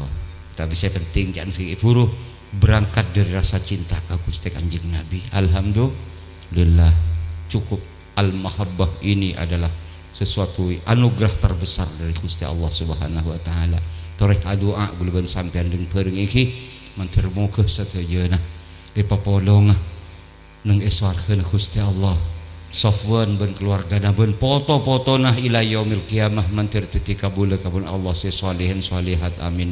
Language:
Madurese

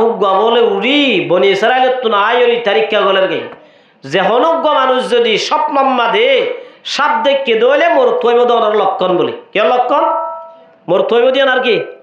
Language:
Rohingya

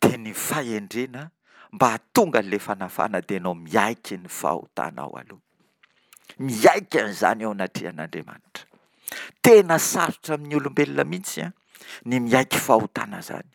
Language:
Malagasy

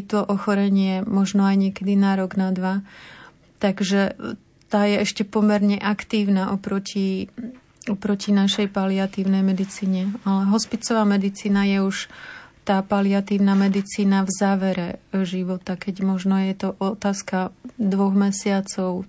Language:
Slovak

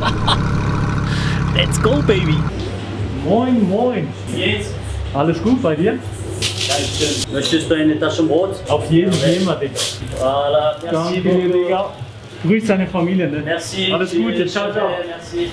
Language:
Swiss German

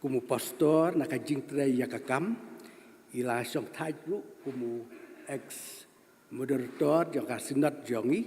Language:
Khasi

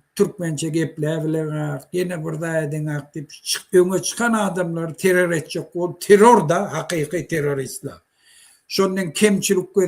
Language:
Turkmen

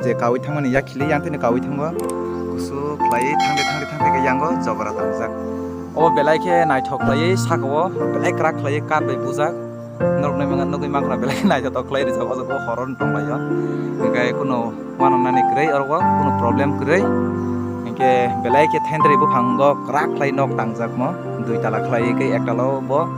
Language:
Kok Borok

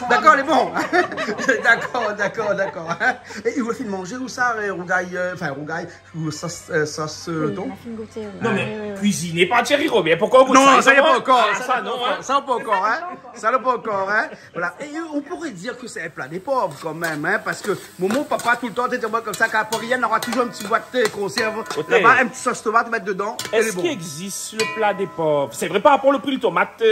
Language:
Réunion Creole French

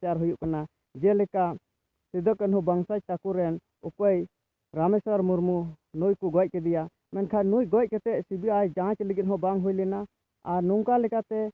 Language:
Santali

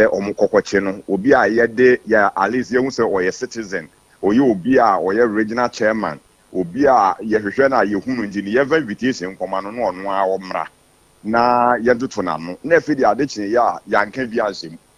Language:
Akan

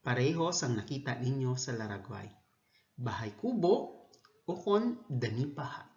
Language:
Hiligaynon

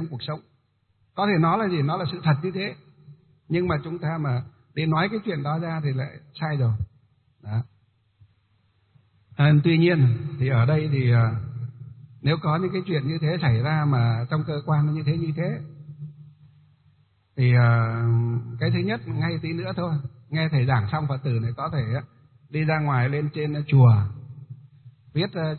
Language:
Vietnamese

